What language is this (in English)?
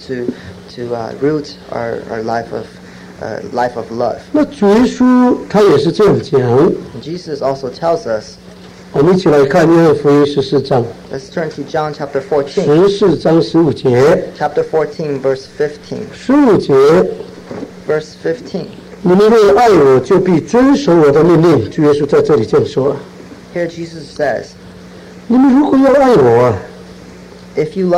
Chinese